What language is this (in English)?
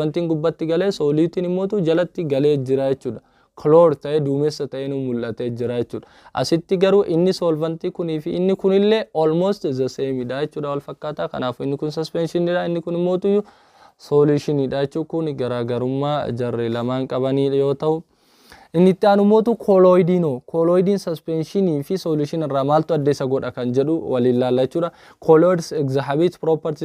Oromo